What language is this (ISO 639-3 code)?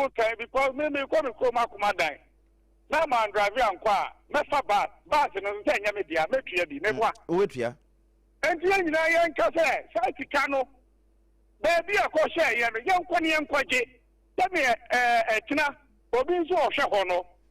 aka